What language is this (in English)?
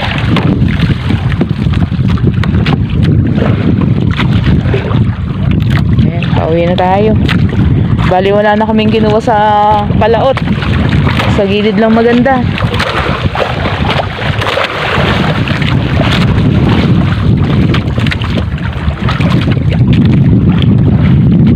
Filipino